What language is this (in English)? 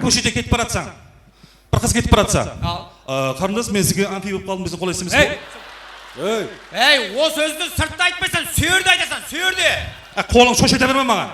Kara-Kalpak